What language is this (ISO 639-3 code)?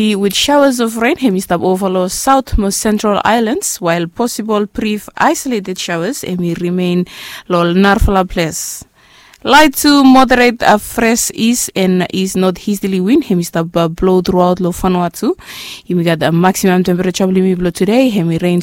bis